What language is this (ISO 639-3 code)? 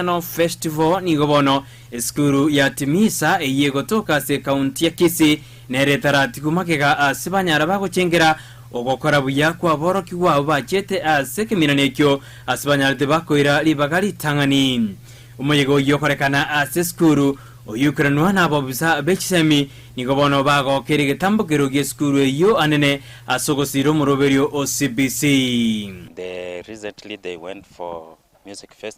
guz